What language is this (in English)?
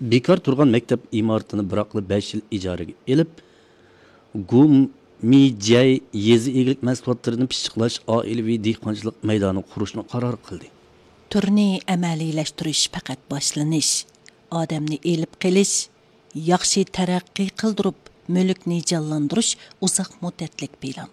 Uyghur